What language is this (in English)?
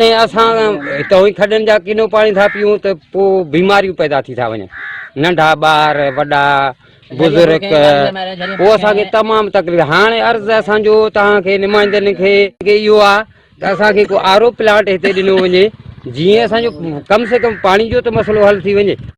Sindhi